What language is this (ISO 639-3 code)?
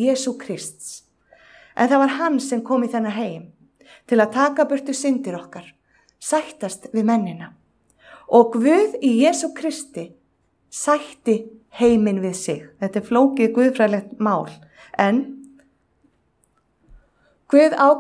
isl